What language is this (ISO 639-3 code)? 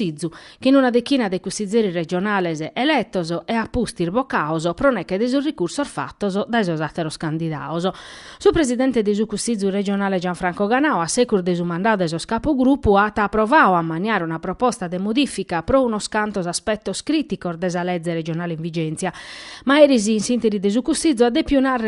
srd